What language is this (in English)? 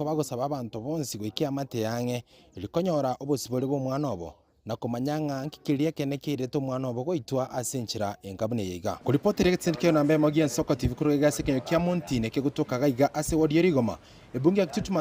Gusii